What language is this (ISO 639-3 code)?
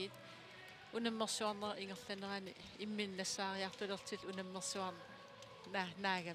kal